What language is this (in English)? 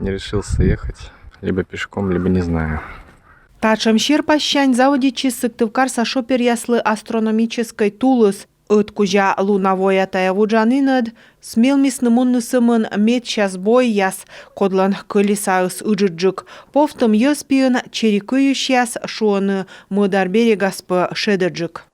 Komi